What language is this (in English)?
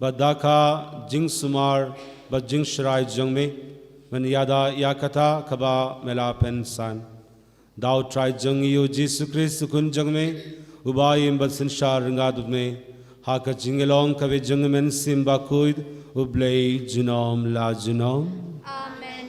Khasi